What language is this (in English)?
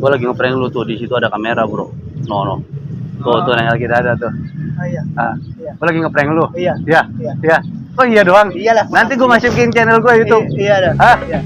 Betawi